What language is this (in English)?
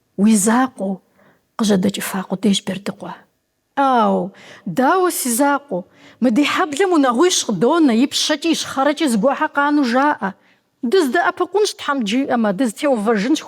Kabardian